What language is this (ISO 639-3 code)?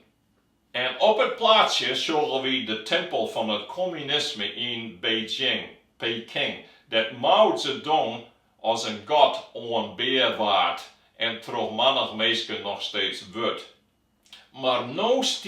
fry